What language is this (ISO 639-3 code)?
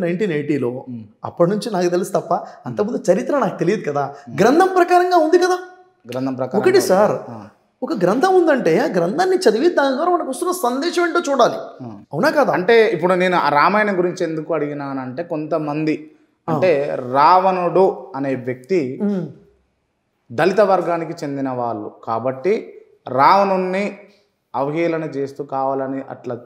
tel